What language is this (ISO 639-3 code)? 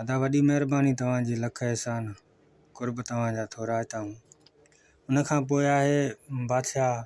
snd